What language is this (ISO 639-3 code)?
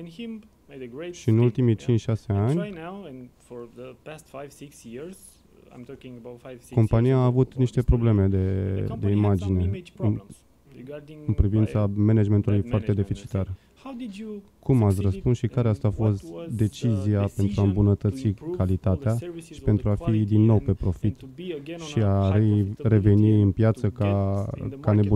ron